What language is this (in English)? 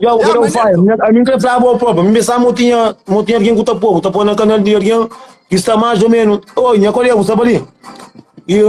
Kabuverdianu